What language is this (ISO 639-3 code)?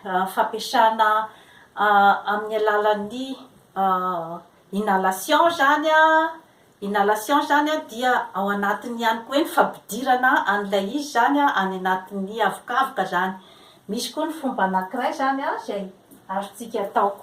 mlg